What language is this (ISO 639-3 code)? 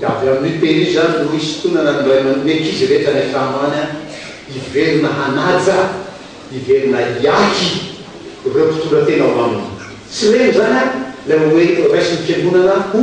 mlg